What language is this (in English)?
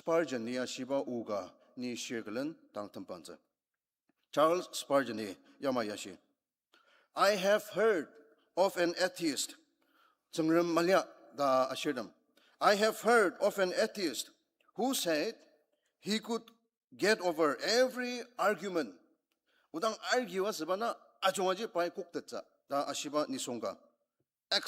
Ao Naga